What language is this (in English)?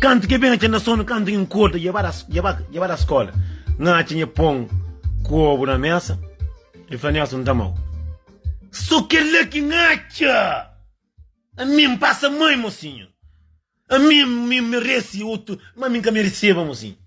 Kabuverdianu